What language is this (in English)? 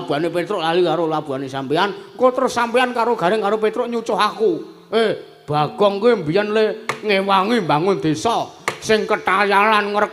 Javanese